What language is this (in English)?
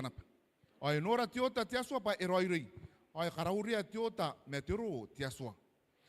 Gilbertese